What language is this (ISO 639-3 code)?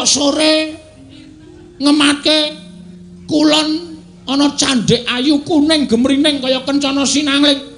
jav